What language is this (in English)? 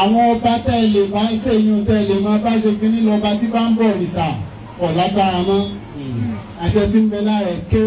Yoruba